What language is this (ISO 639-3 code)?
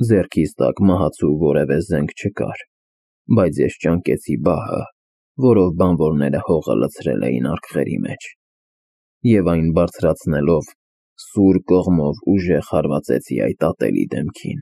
hye